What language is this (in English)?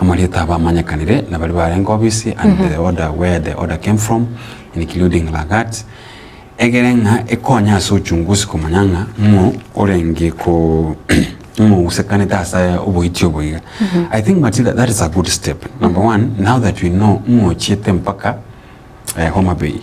Gusii